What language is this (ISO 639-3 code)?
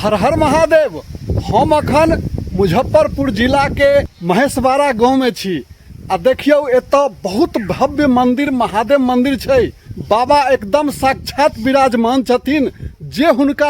mai